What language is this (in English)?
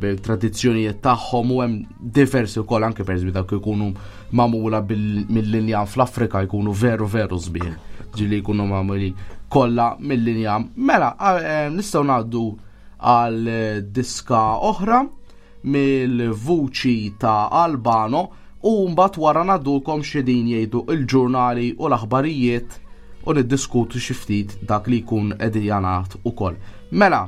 Maltese